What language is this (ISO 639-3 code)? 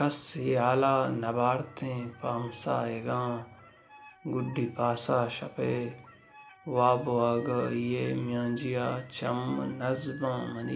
bal